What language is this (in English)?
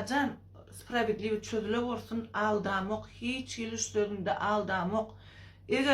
Turkmen